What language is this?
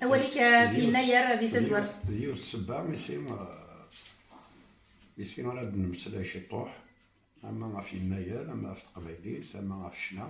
Kabyle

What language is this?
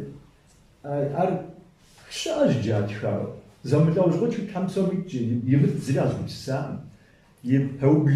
Kabardian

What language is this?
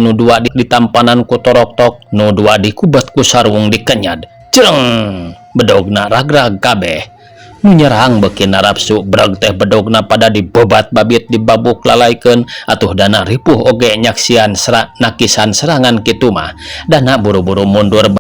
Sundanese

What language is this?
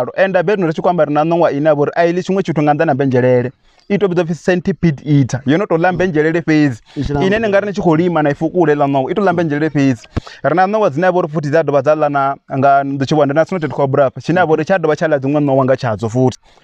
Venda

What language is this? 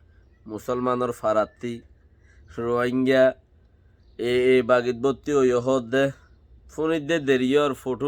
Rohingya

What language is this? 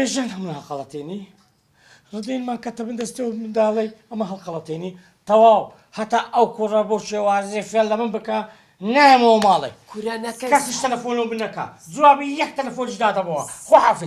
Central Kurdish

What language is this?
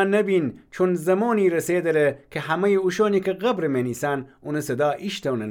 Gilaki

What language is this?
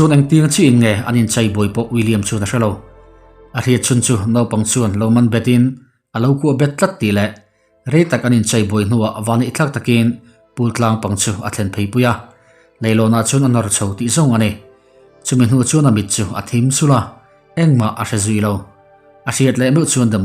Mizo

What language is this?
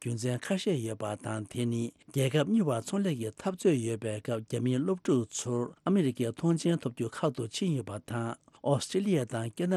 Tibetan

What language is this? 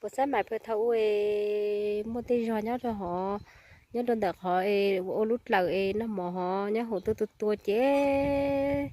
Hmong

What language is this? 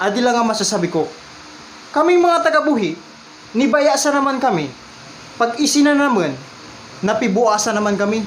Bikol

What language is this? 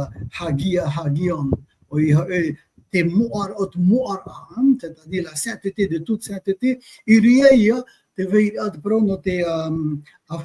Tahitian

